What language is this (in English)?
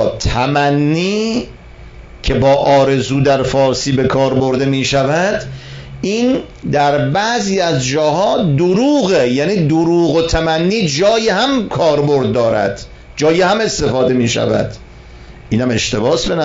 Persian